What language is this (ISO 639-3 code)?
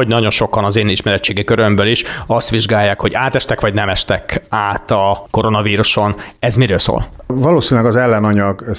hun